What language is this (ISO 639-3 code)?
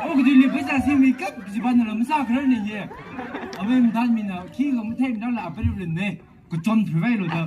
nmf